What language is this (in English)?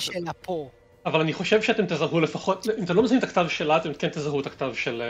Hebrew